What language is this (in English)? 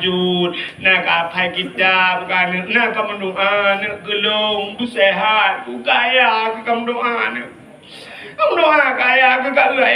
Achinese